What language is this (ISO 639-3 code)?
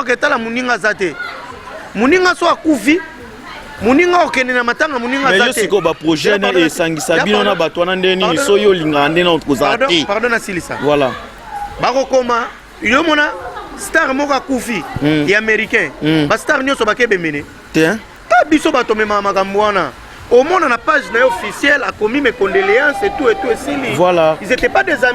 lin